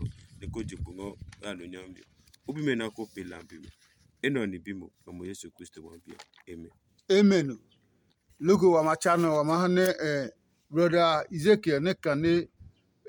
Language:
Adangme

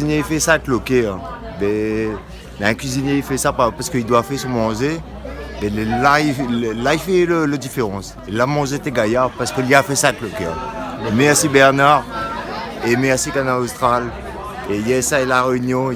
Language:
Réunion Creole French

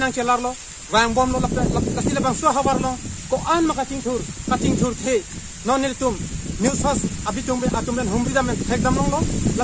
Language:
Karbi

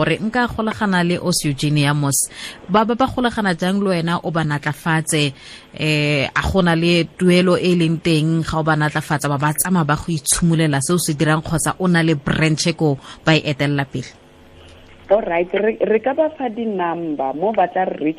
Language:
Tswana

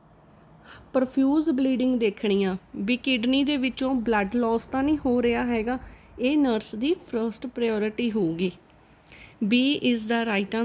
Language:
Punjabi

